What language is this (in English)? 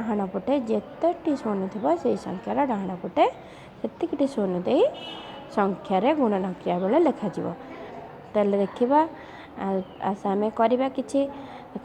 Odia